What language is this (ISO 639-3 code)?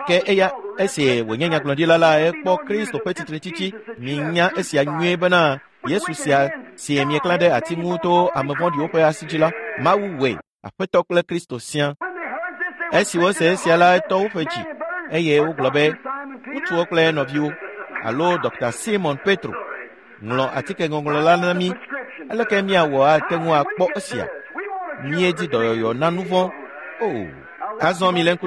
ewe